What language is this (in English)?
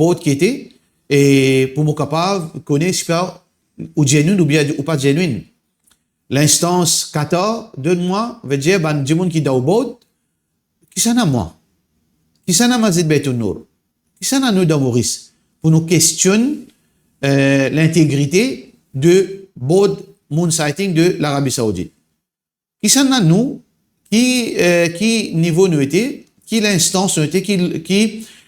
Morisyen